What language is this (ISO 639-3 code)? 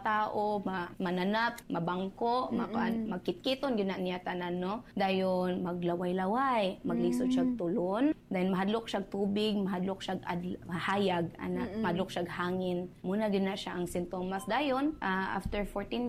ceb